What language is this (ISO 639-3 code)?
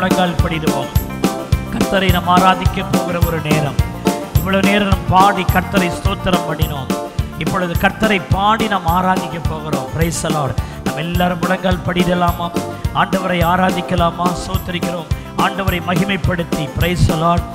tam